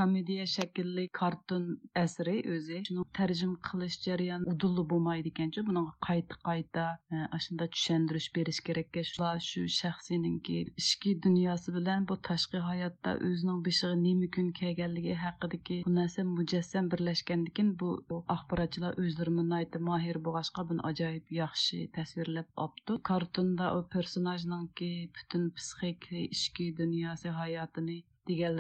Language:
Uyghur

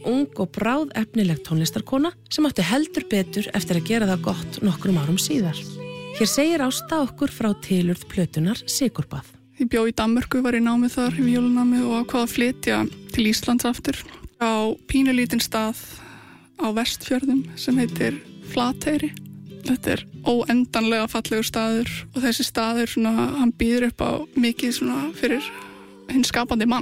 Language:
Icelandic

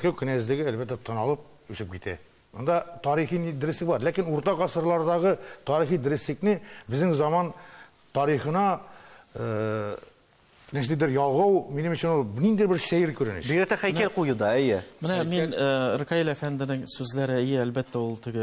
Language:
Tatar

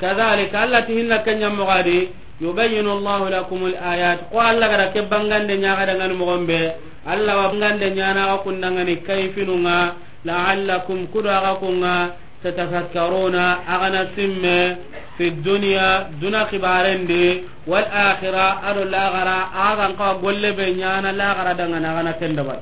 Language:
Soninke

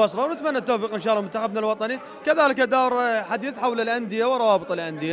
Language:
Mesopotamian Arabic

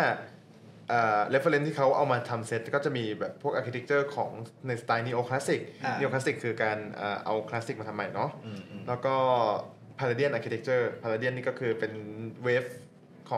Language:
Thai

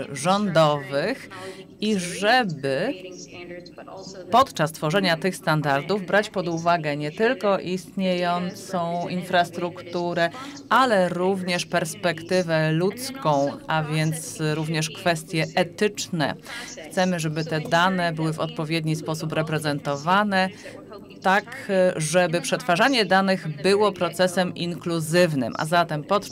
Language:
Polish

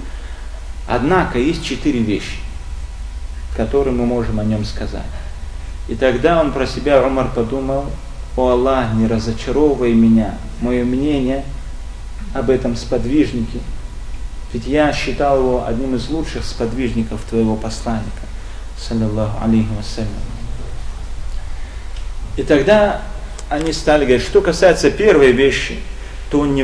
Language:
Russian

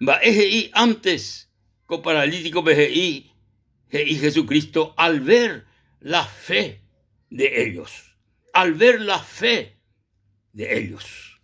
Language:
Guarani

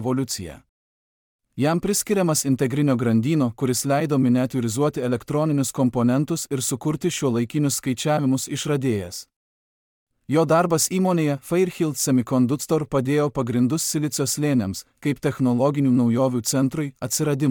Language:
Lithuanian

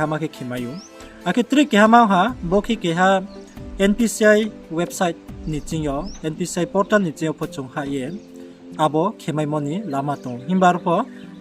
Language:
Riang (India)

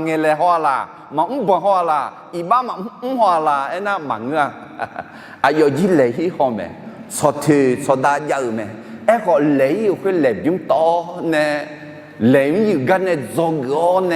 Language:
Akha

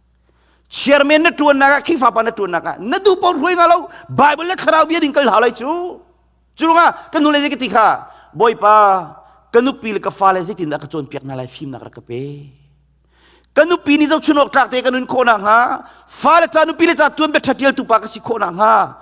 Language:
Hakha Chin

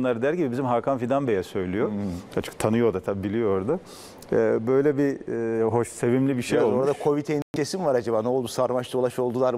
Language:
Turkish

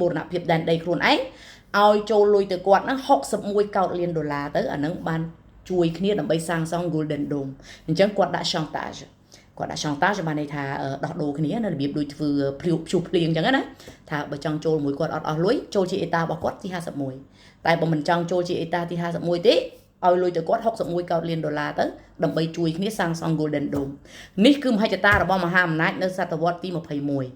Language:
Khmer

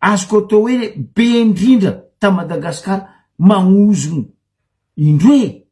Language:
Malagasy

